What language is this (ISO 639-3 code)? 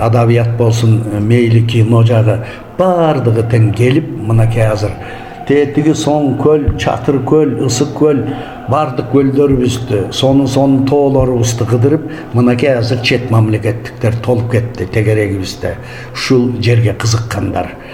kir